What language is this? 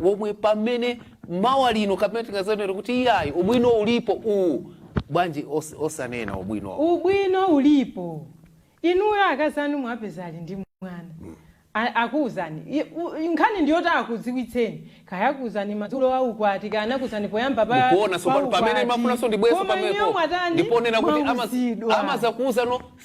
Nyanja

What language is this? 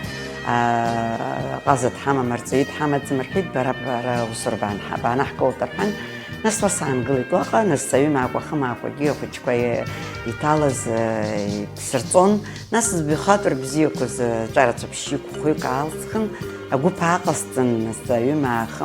Abkhazian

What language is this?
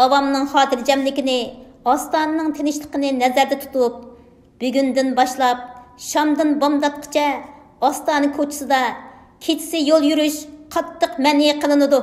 Uyghur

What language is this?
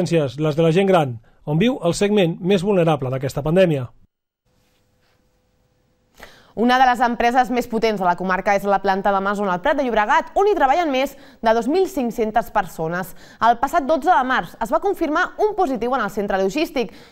Catalan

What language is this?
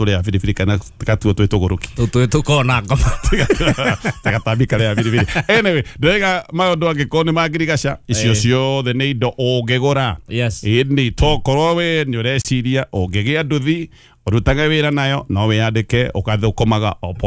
Kikuyu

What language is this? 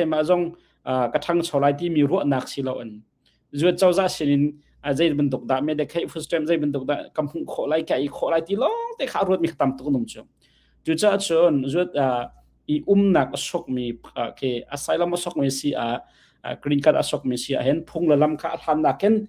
Hakha Chin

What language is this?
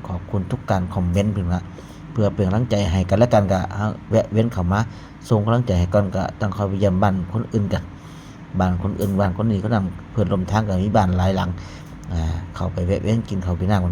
Northeastern Thai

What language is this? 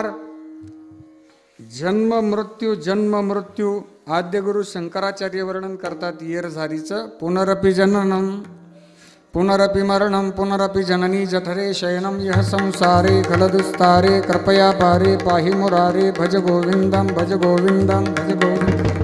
Marathi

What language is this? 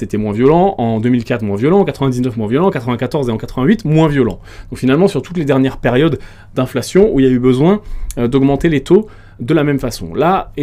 French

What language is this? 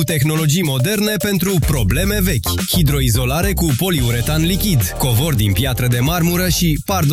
Romanian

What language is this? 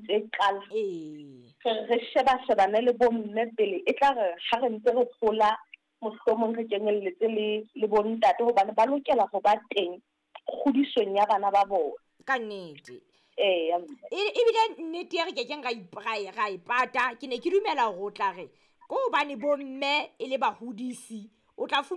Southern Sotho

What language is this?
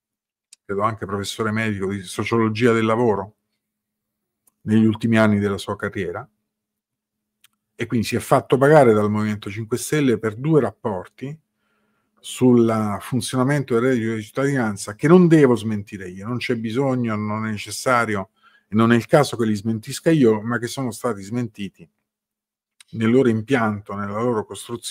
Italian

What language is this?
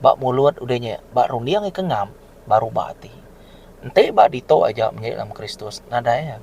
Iban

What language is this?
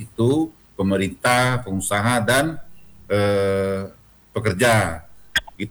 Indonesian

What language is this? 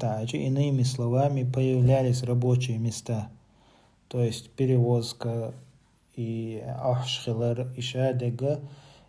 Chechen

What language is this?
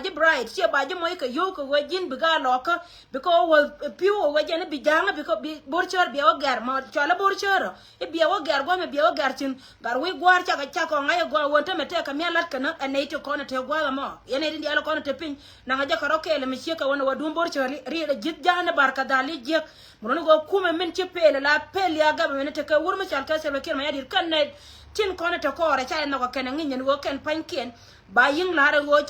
Nuer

